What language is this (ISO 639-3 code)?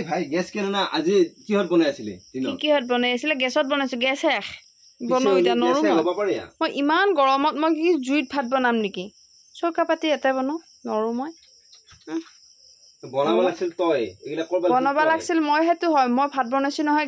asm